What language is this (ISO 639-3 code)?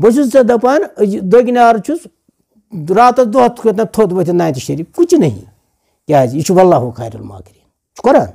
kas